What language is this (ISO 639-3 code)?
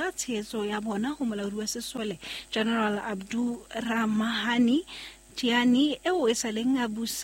sot